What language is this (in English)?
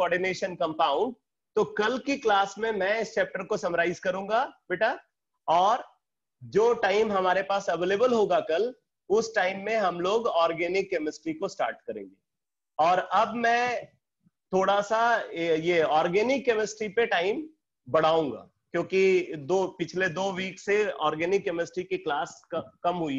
Hindi